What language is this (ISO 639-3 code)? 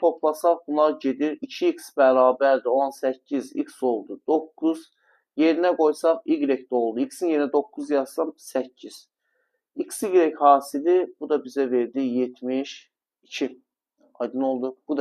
aze